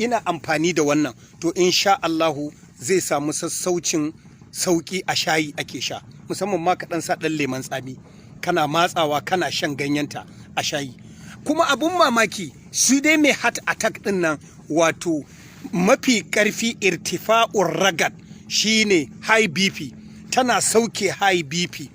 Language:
Hausa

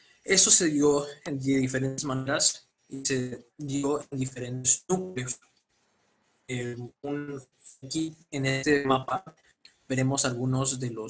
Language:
Spanish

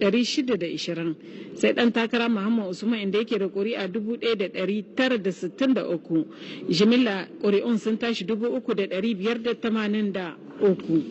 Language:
Hausa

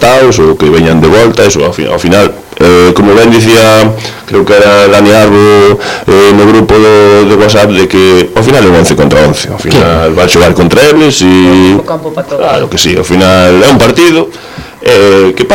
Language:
Galician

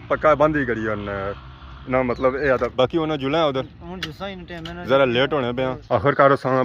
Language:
Pahari-Potwari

